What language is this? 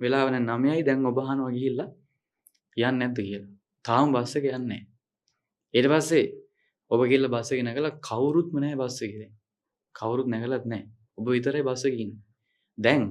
Sinhala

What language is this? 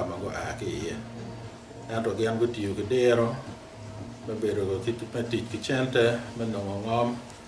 Acoli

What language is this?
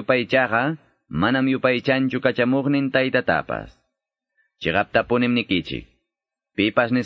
Quechua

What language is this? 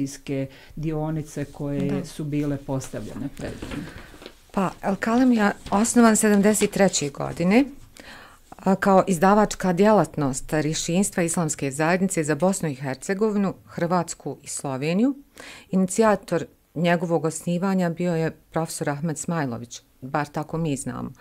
Bosnian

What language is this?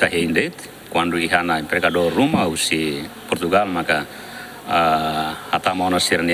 Tetum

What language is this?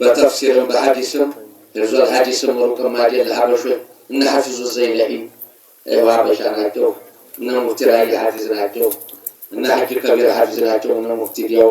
Amharic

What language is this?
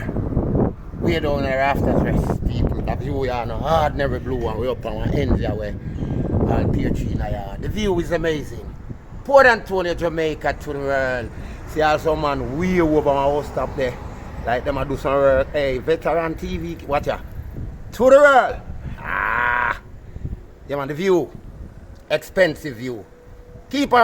Jamaican Creole English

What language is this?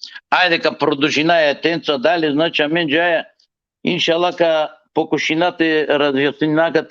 Balkan Romani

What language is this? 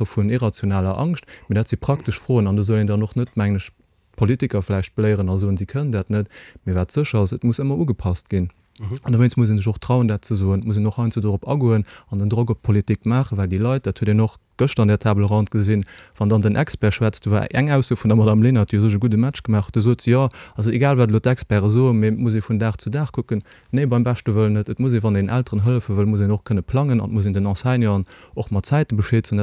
Luxembourgish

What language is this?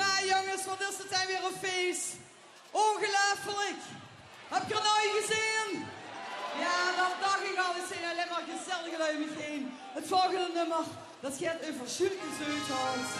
Limburgish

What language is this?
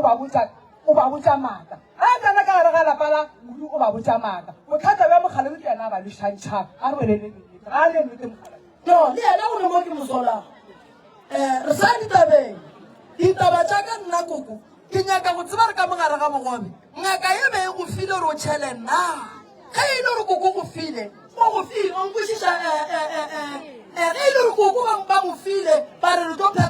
Northern Sotho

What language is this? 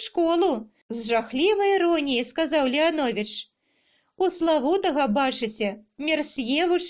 Belarusian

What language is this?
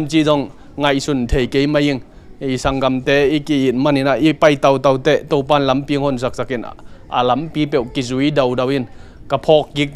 Tedim Chin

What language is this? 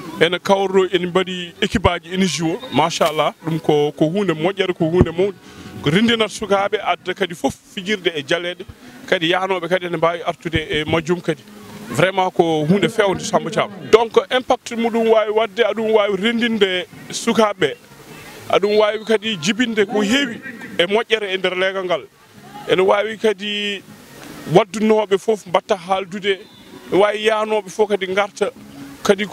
Fula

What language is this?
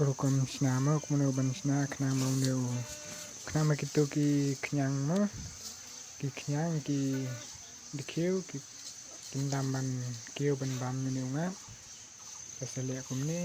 Khasi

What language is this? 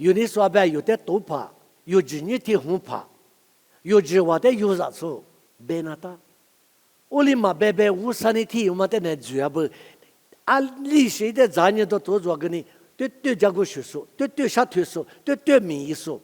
Lisu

